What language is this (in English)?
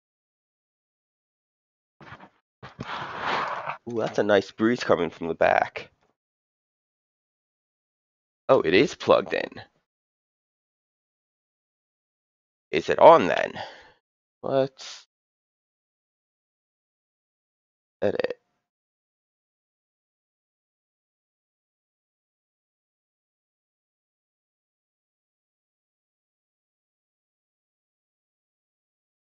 English